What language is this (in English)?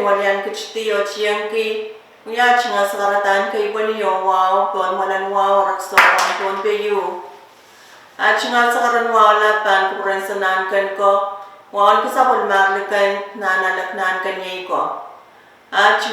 Pohnpeian